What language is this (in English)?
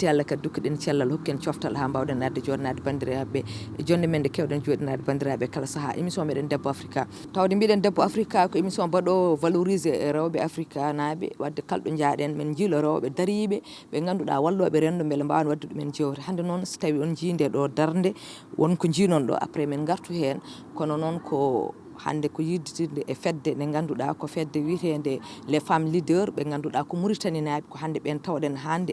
Fula